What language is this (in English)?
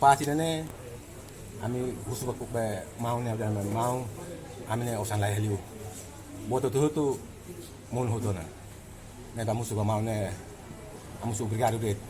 Tetum